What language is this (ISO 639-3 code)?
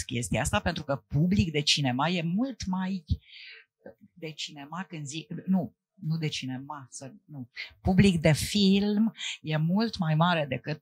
ron